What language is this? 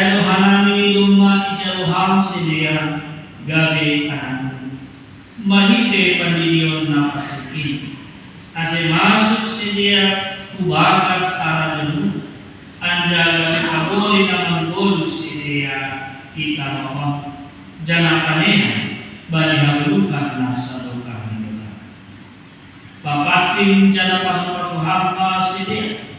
Batak Simalungun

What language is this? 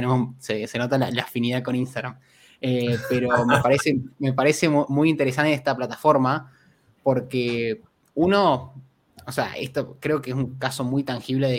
Spanish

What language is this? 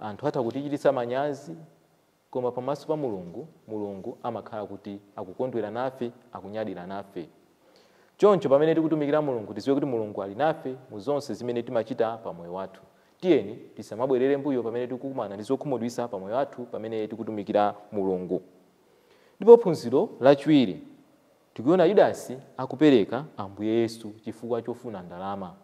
Nyanja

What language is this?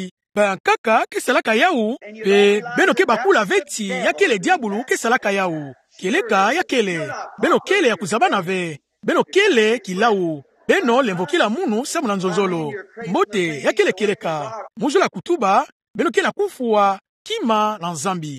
Kituba (Democratic Republic of Congo)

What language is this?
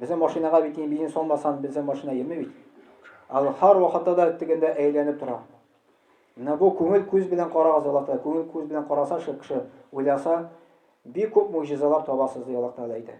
Tatar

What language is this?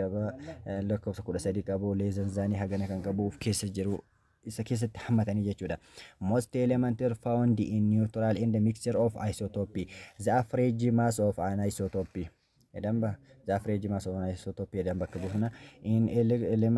Oromo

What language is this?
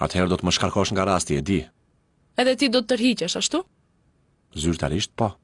Albanian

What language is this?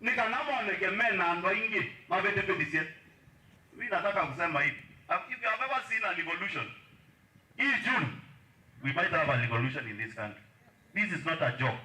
Kamba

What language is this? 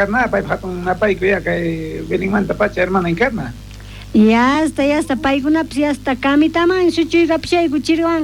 South Bolivian Quechua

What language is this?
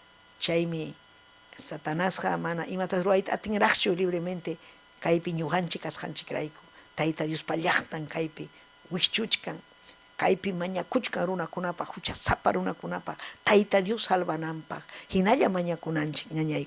Ayacucho Quechua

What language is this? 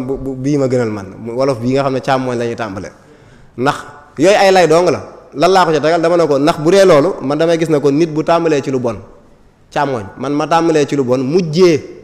Wolof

